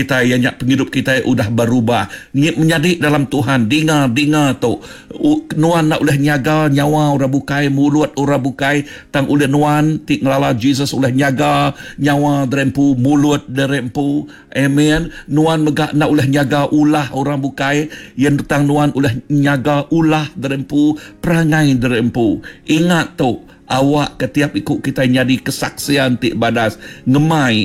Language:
Iban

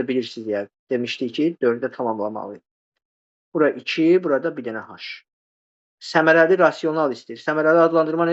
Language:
Azerbaijani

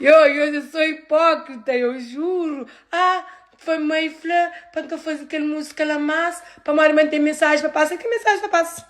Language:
Kabuverdianu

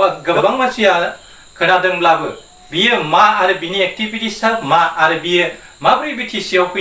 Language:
Bodo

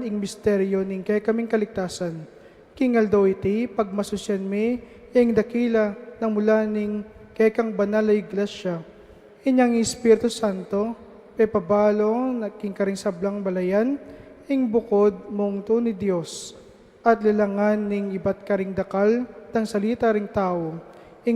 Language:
Pampanga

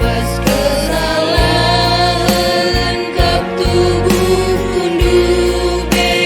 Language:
Batak Karo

